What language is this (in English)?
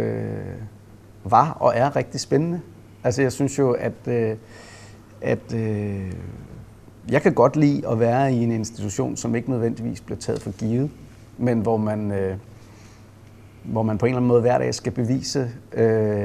Danish